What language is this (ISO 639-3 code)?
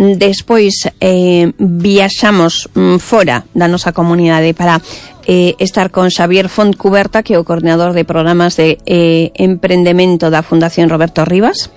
glg